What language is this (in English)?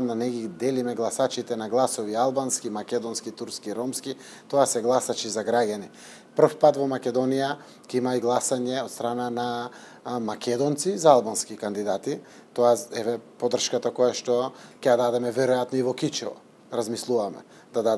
Macedonian